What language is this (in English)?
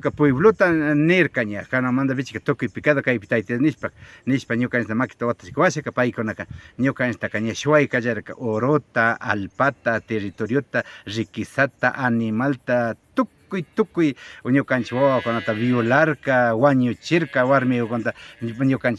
Imbabura Highland Quichua